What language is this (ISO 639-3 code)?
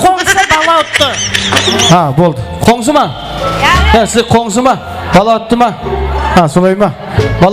kaa